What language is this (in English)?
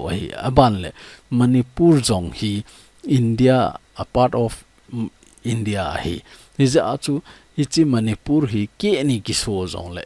Thado Chin